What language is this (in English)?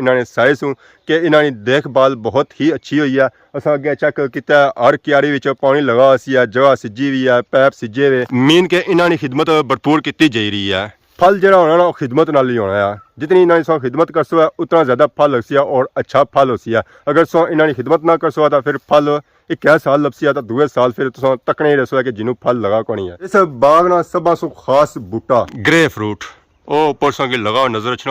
Pahari-Potwari